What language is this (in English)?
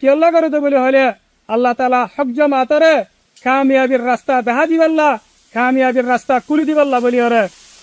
Rohingya